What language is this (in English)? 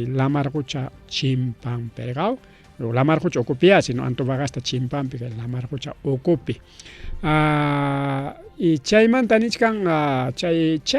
Ayacucho Quechua